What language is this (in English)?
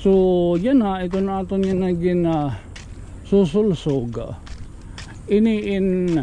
Waray